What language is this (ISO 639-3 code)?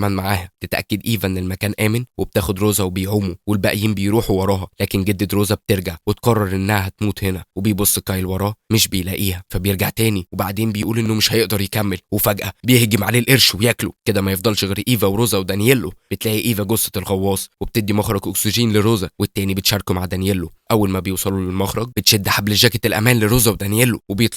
arz